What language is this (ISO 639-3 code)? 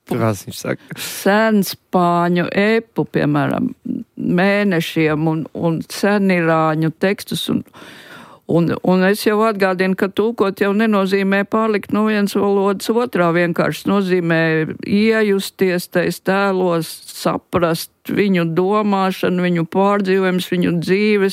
lav